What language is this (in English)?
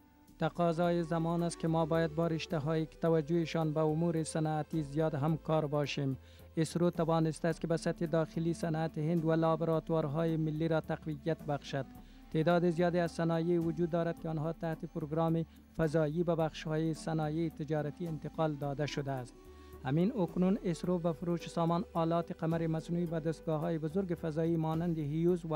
Persian